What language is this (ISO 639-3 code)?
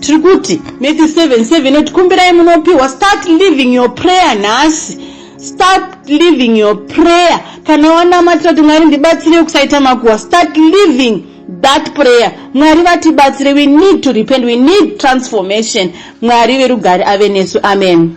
sna